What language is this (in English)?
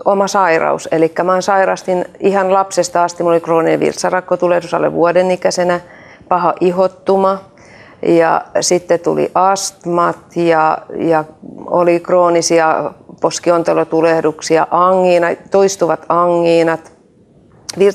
Finnish